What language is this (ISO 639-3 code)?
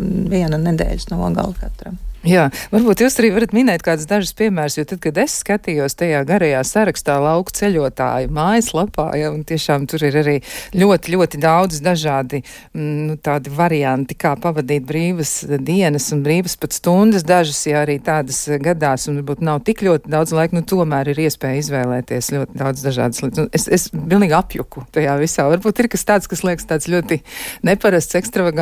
lav